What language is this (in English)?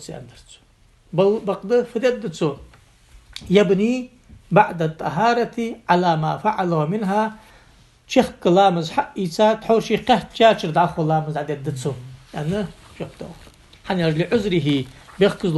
Ingush